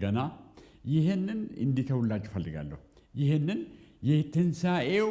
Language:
Amharic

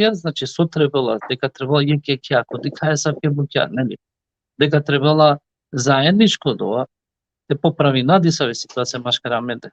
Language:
Balkan Romani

